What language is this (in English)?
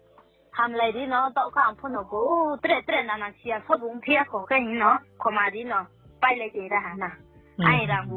Riang (India)